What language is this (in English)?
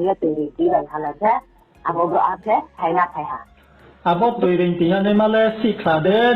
Riang (India)